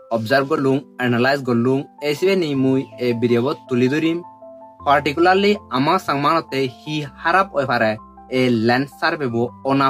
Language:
Chakma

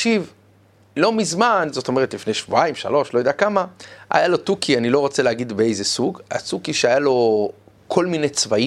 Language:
Hebrew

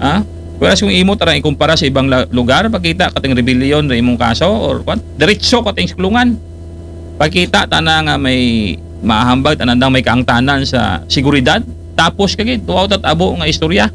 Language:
Aklanon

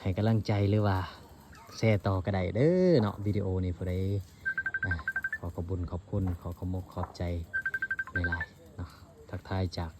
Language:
Lao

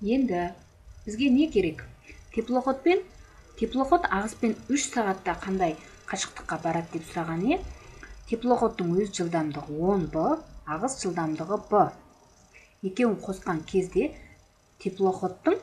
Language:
Kyrgyz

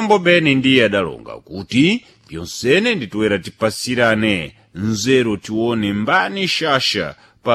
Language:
Sena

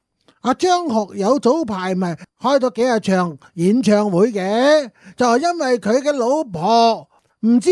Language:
Cantonese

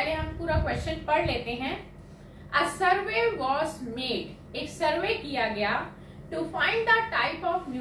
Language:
Hindi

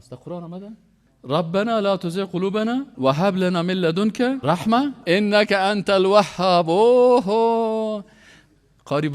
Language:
Persian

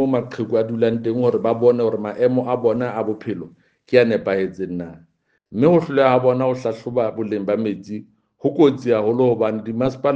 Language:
Southern Sotho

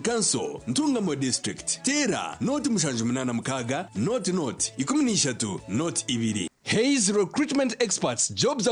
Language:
Nyankole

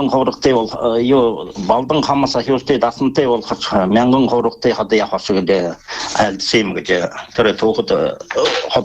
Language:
Buriat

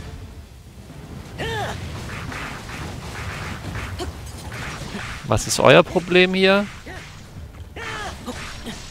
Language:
German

